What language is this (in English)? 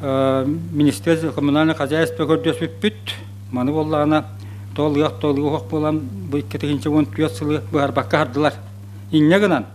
Yakut